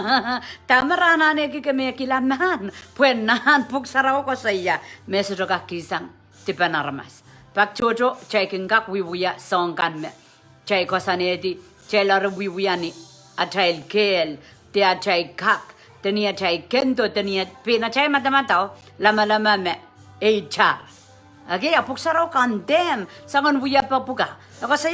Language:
Pohnpeian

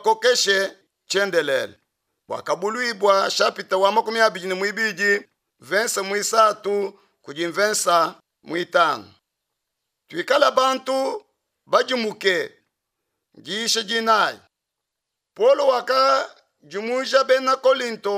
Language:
Luba-Lulua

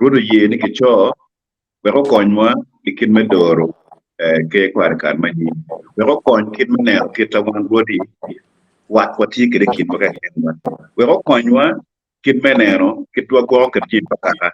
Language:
Acoli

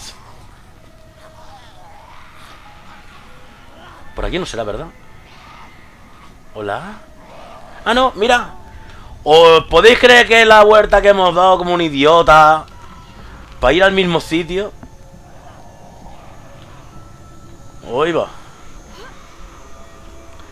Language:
Spanish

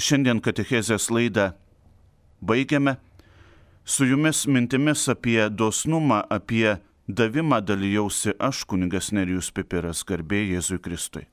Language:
Lithuanian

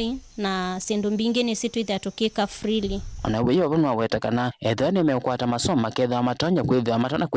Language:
Kamba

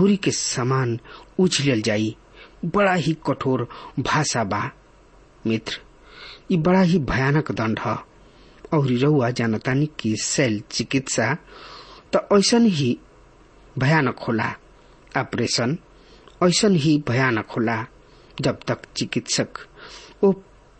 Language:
Bhojpuri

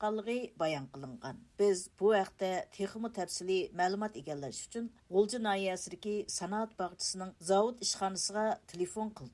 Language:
Uyghur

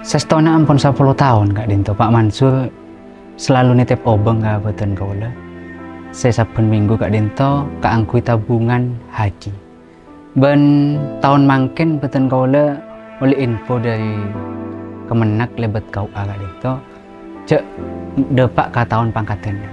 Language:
Madurese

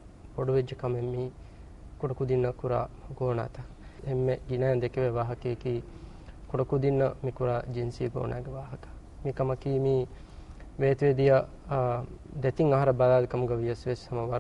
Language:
Divehi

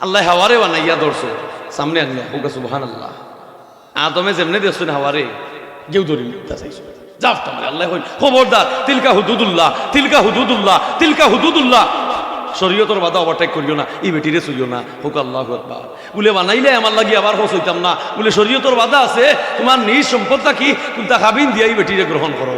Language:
Sylheti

